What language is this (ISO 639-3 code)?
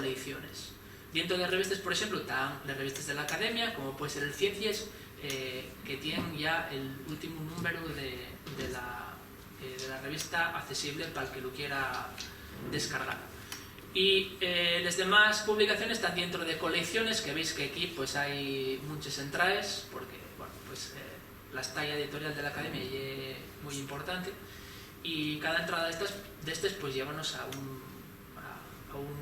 ast